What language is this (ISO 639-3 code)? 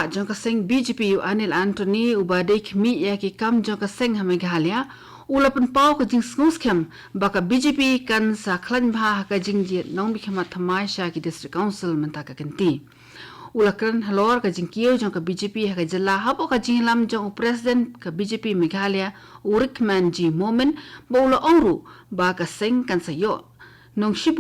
kha